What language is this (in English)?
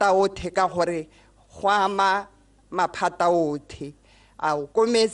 Tswana